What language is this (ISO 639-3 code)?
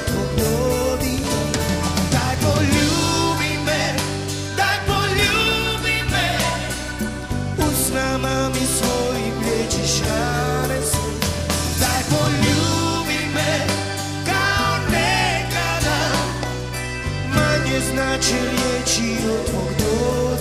hrv